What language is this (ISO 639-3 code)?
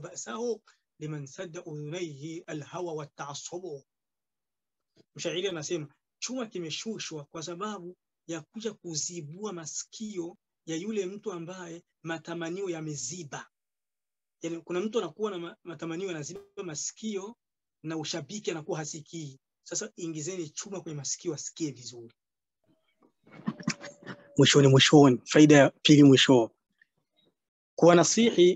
swa